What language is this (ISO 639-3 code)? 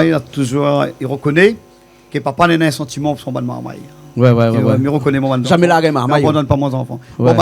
rcf